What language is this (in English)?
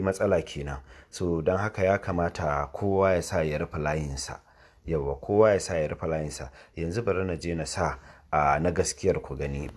Hausa